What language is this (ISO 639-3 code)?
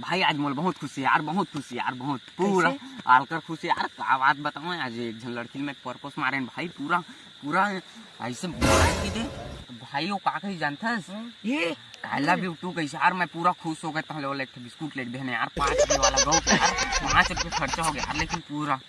hne